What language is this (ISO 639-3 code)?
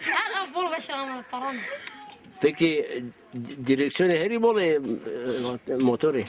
zza